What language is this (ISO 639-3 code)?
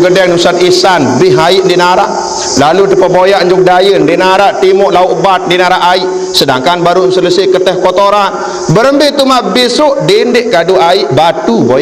sas